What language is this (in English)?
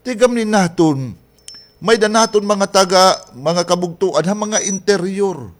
Waray